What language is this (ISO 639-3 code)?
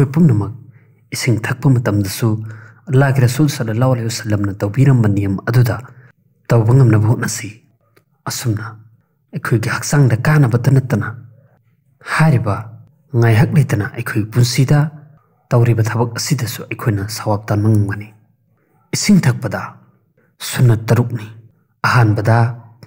mni